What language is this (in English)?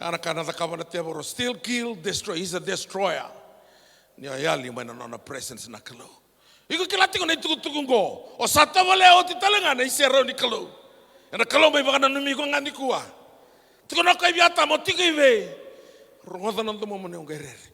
Fijian